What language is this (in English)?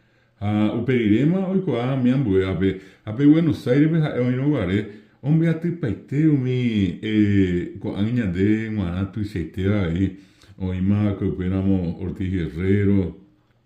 Guarani